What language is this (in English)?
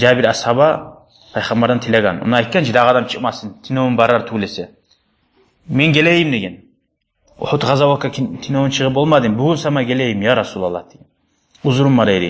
Kumyk